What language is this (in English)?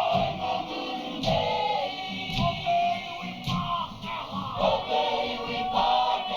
Māori